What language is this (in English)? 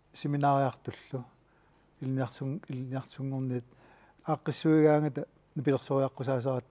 Kalaallisut